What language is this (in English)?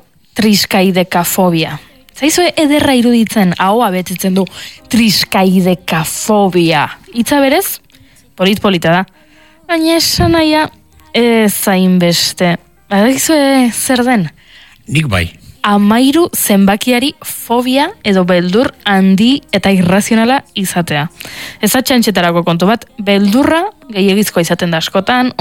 Basque